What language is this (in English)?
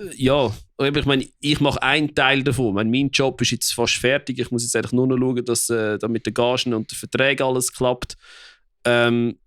Swiss German